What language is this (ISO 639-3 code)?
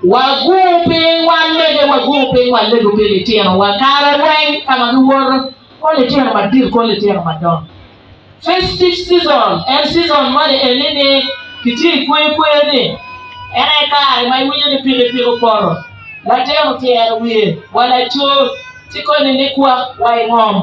ach